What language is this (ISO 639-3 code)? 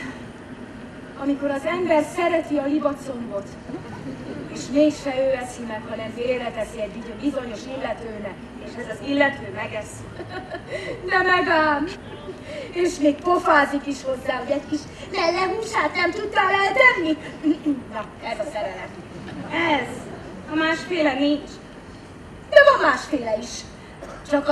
hun